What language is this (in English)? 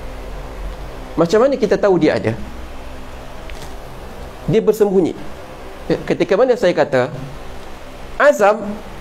Malay